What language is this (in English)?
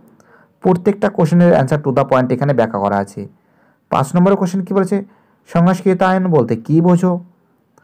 Bangla